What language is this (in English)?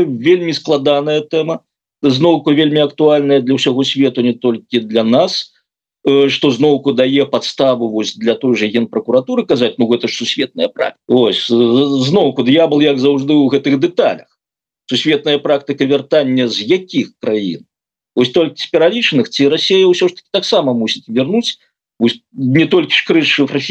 Belarusian